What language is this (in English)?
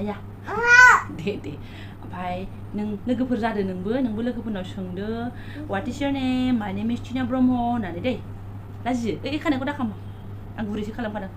Bodo